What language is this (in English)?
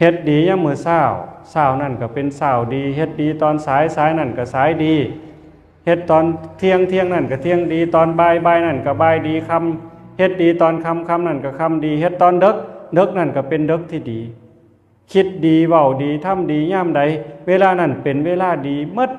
Northeastern Thai